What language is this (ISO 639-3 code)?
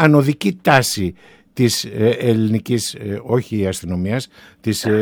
ell